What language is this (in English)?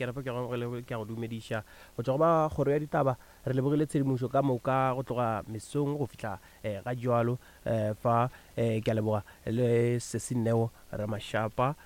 Northern Sotho